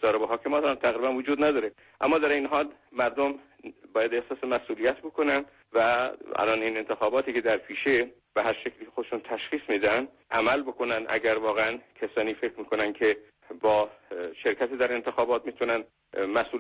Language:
Persian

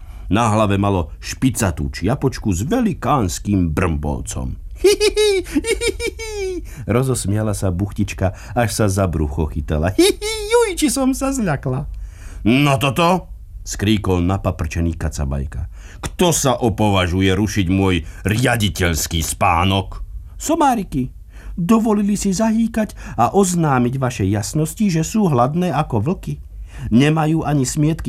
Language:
Slovak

